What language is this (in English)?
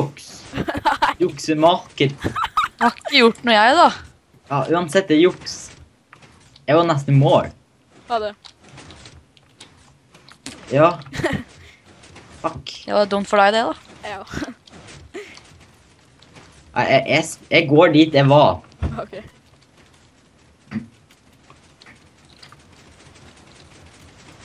Norwegian